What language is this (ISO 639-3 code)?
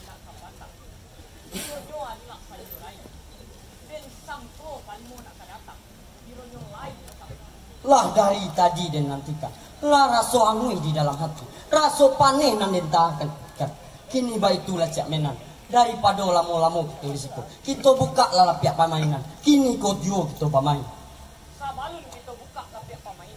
min